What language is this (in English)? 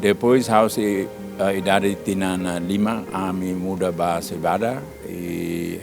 Tetum